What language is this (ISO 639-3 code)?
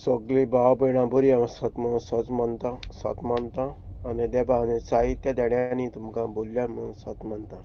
kok